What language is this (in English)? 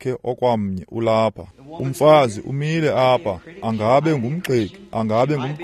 Xhosa